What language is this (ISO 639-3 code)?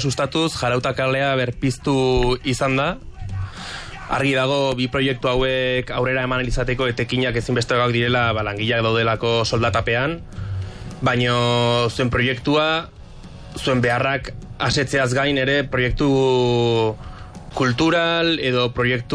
eus